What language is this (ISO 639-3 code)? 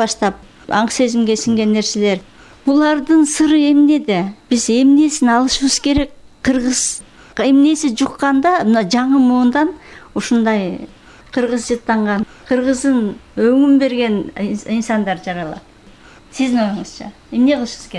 kir